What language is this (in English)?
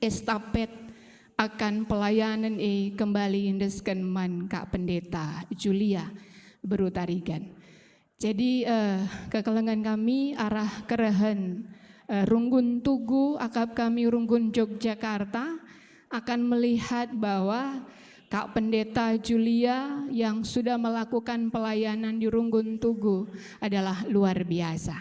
Batak Karo